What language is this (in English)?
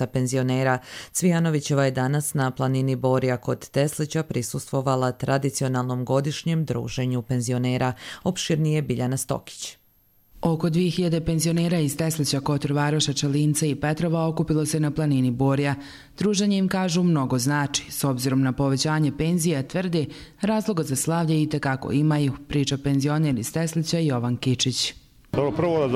Croatian